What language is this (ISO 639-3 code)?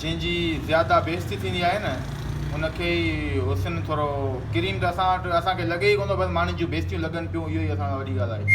snd